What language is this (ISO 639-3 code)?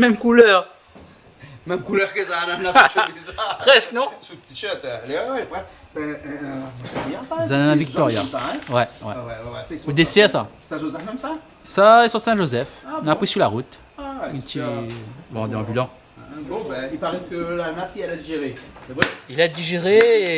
rcf